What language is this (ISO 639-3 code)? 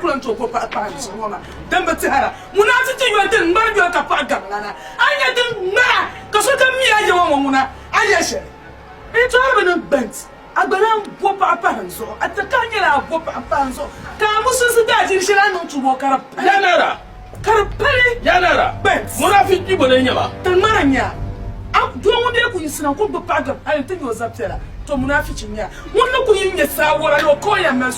dag